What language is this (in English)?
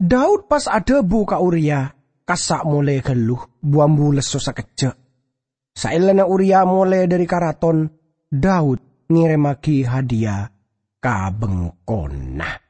Madurese